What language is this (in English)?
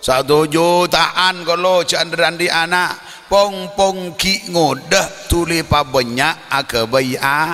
Madurese